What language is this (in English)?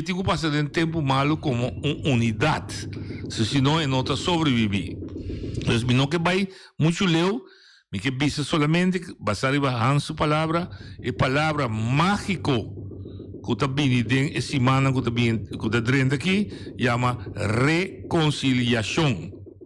Papiamento